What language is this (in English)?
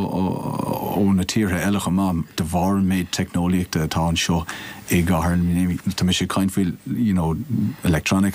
Irish